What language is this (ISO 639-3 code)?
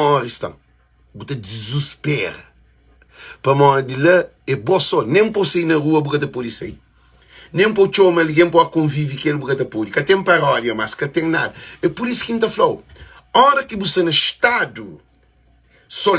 kea